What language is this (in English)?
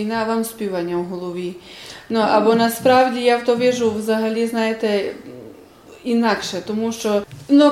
Rusyn